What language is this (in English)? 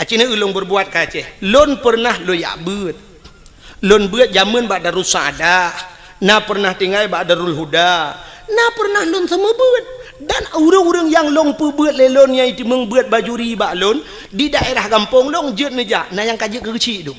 Achinese